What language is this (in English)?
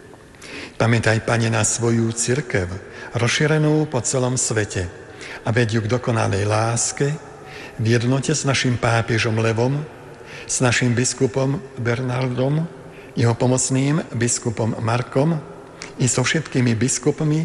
Slovak